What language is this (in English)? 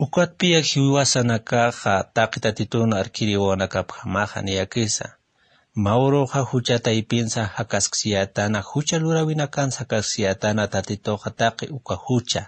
Aymara